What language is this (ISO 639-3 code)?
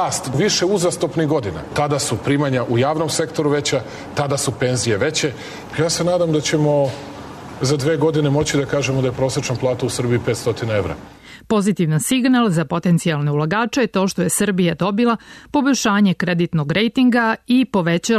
srp